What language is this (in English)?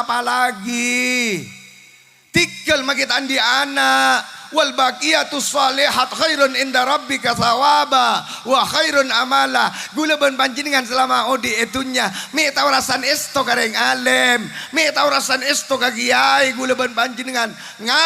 Madurese